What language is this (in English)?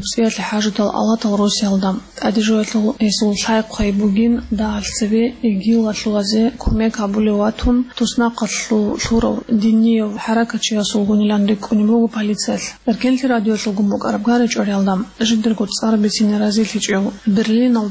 Avaric